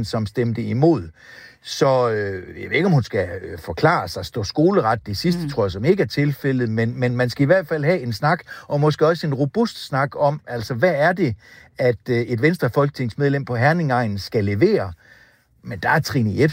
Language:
Danish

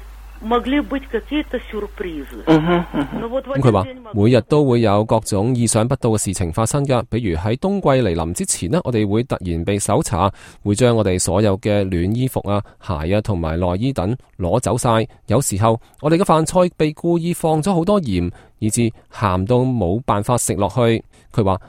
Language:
Cantonese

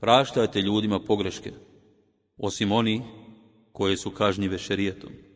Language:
Bosnian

